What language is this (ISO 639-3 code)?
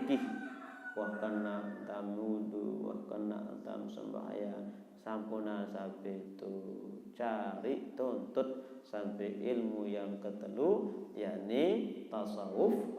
sas